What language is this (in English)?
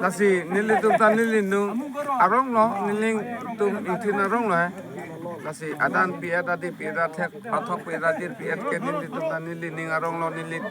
Karbi